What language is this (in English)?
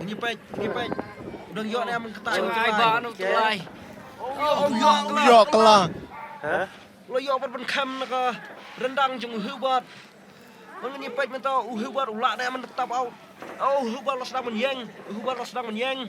Khasi